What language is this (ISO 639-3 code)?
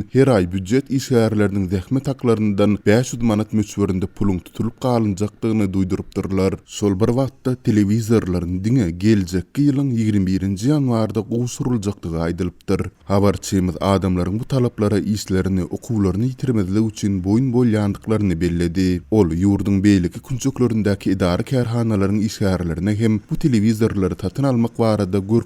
tuk